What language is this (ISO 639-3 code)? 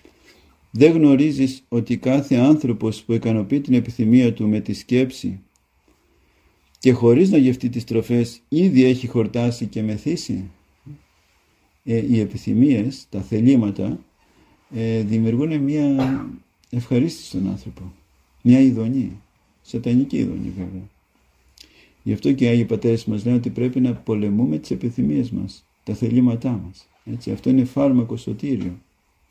ell